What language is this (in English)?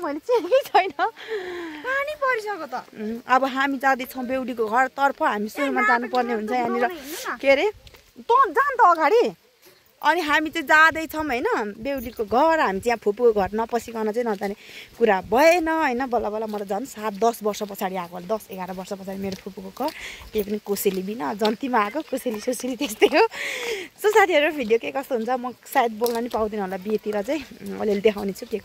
Nepali